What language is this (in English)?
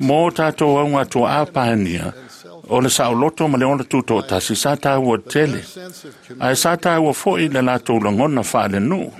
Samoan